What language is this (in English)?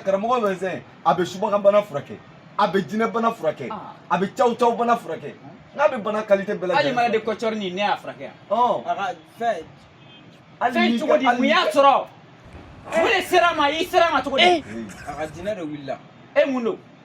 Bambara